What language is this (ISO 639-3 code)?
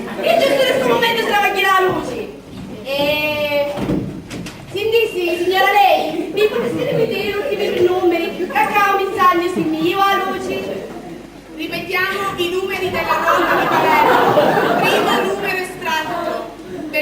scn